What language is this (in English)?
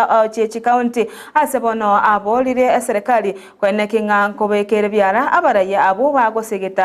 Gusii